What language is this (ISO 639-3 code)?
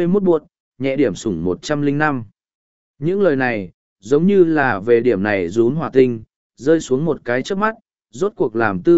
vie